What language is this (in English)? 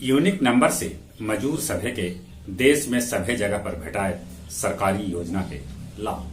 Magahi